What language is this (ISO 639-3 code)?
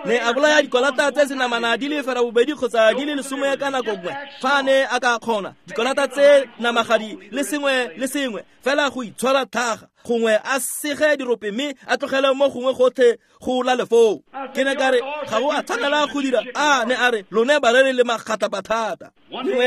tsn